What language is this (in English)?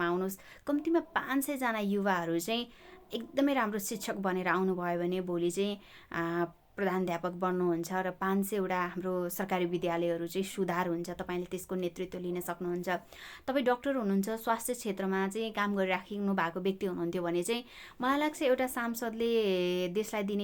Nepali